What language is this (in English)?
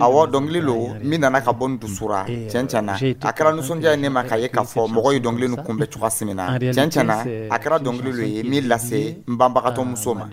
Dyula